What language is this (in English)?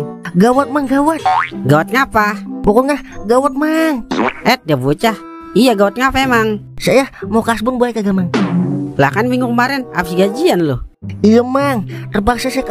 Betawi